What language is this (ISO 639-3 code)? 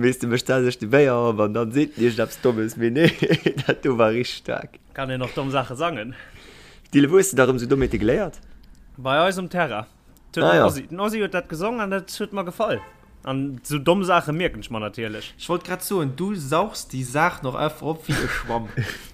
ltz